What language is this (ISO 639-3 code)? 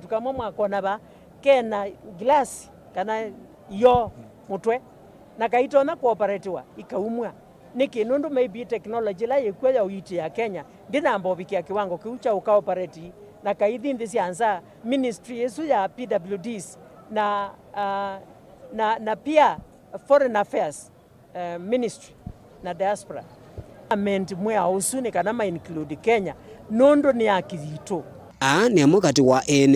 kam